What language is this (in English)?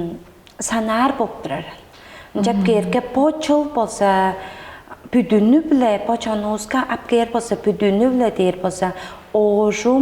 Tuvinian